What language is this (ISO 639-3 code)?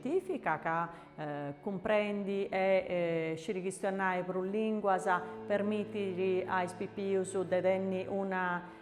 srd